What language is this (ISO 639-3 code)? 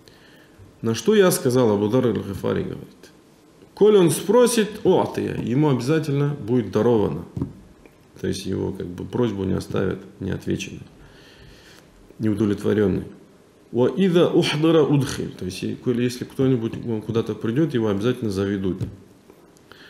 rus